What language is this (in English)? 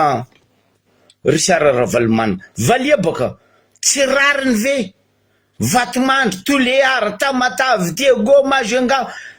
Malagasy